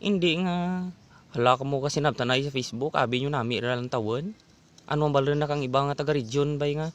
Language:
Hiligaynon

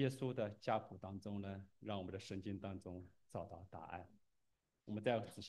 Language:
Chinese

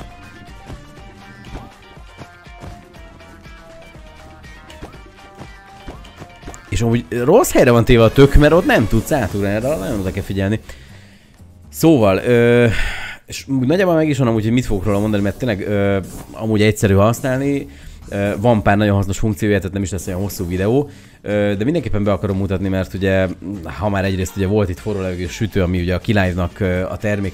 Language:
Hungarian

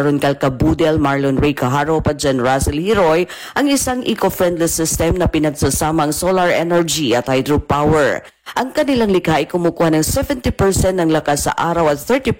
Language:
Filipino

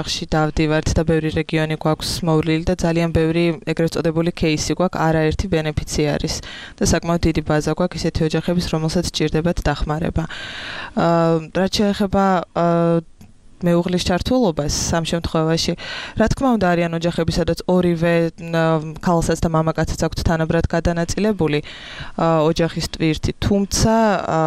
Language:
Georgian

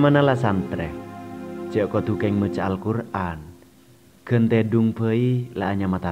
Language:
Madurese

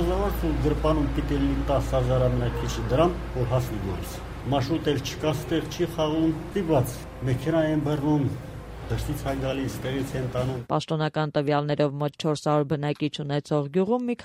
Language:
Armenian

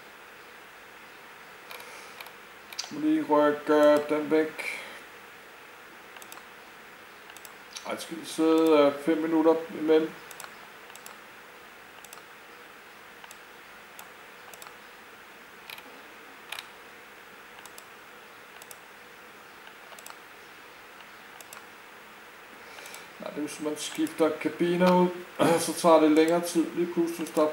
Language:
Danish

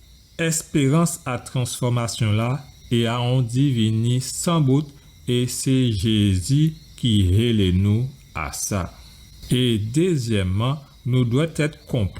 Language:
Guadeloupean Creole French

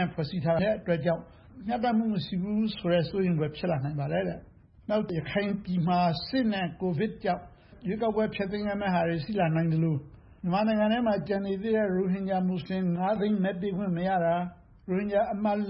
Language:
Burmese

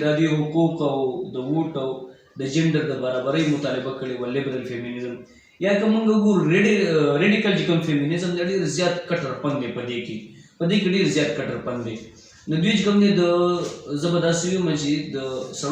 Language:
Pashto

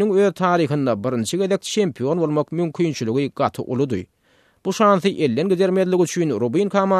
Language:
Turkmen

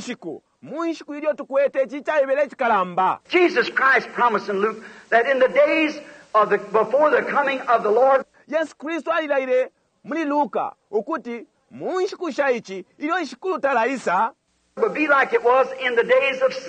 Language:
Bemba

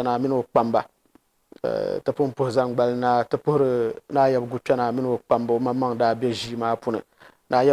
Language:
Dagbani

